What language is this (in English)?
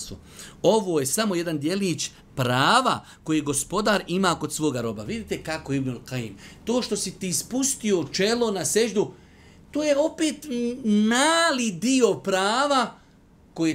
Bosnian